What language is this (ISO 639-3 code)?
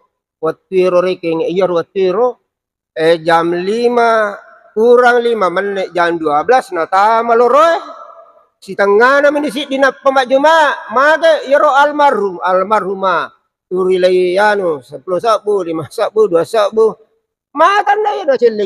bug